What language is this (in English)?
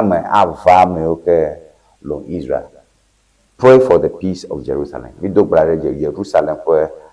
Ewe